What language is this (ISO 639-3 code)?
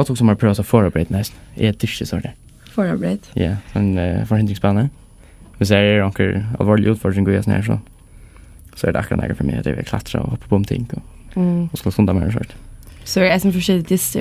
fao